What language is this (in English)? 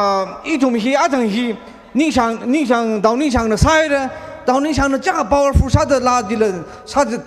Tangkhul Naga (India)